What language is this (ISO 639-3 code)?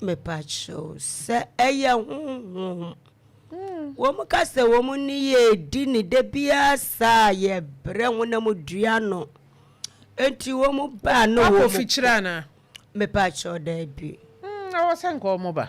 aka